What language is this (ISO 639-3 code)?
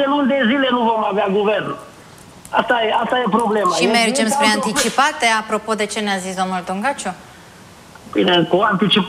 ron